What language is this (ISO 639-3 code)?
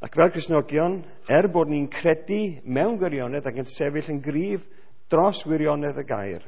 cym